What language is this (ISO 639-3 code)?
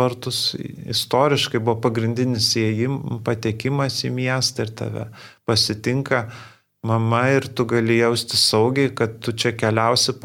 lit